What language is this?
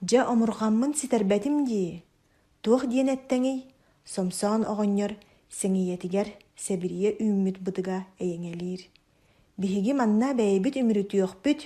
Yakut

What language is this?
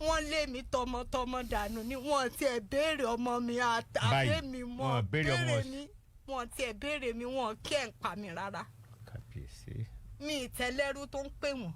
Yoruba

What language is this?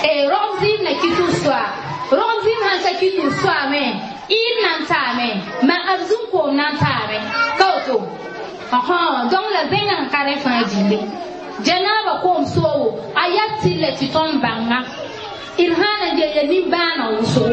Mossi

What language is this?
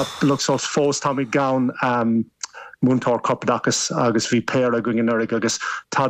Irish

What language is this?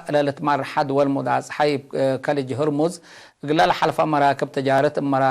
Tigre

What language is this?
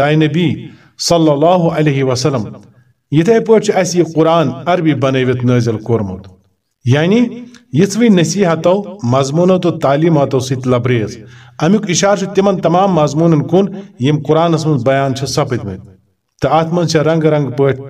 Kashmiri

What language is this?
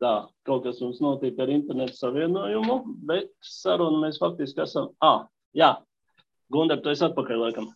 Latvian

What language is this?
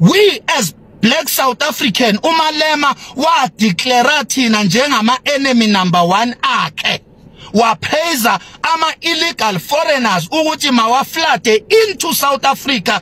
Zulu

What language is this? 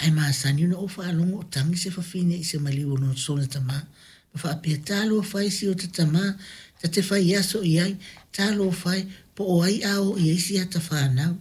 Samoan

